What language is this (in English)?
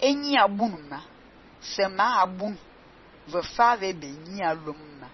Fang